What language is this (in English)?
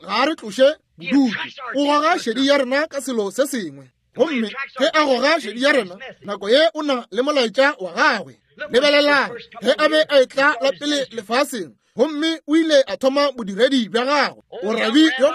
Northern Sotho